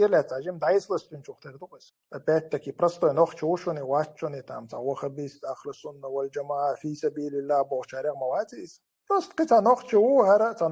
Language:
Chechen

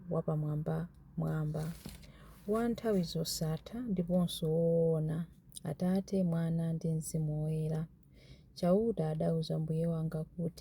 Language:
Nyanja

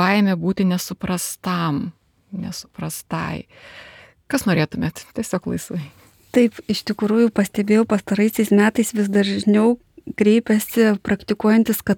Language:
Lithuanian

